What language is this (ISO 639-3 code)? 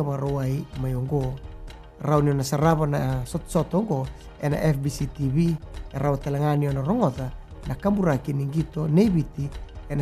fij